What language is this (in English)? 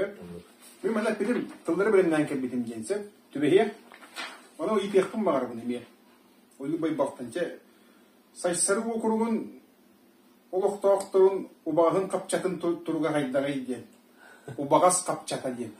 Yakut